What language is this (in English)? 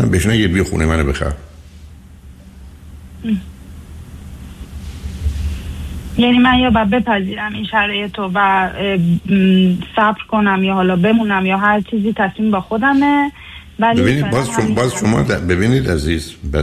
Persian